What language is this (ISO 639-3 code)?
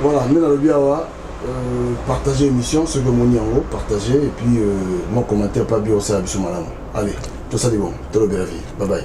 lin